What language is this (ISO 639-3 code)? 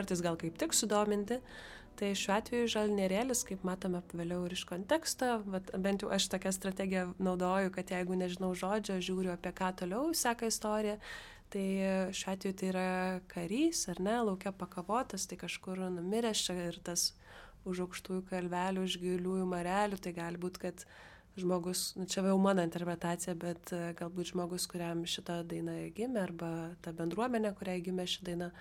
lit